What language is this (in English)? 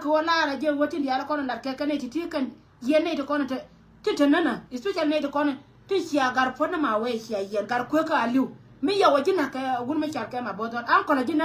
Nuer